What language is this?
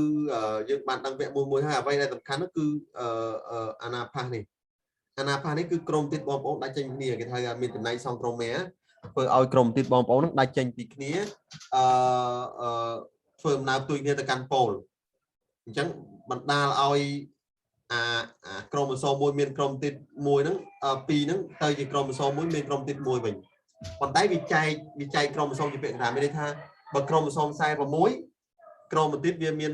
Khmer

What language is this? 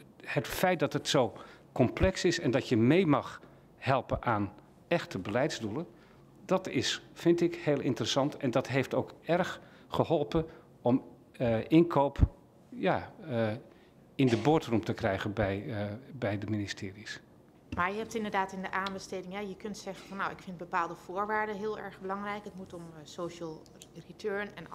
Dutch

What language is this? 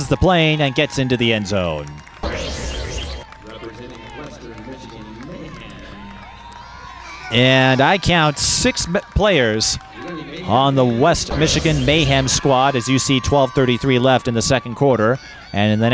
English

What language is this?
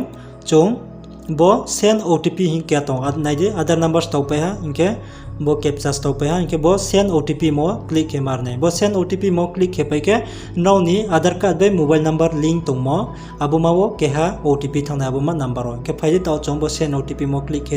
Riang (India)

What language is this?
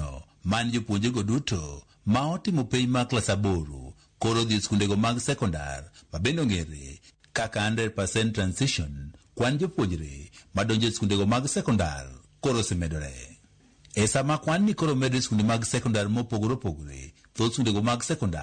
Luo (Kenya and Tanzania)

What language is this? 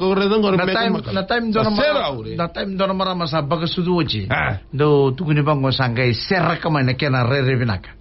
Fijian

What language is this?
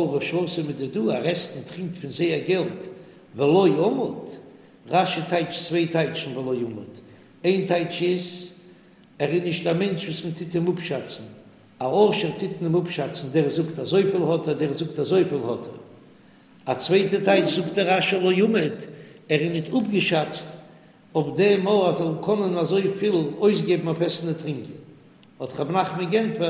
Yiddish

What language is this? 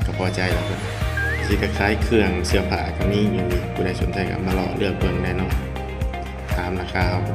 Lao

